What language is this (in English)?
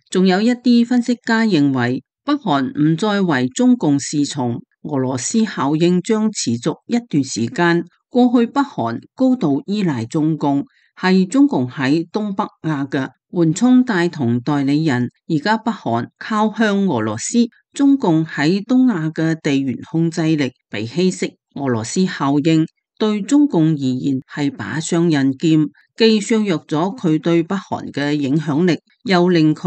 Cantonese